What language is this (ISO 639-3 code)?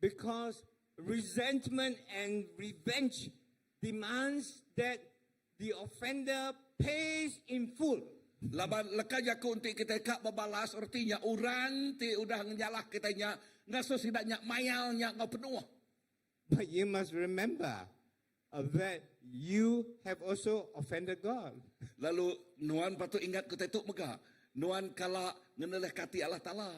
iba